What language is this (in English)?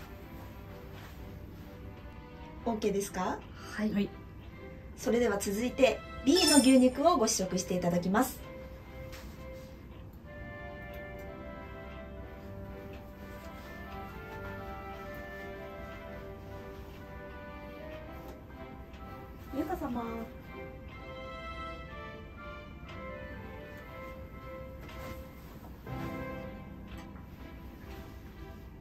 Japanese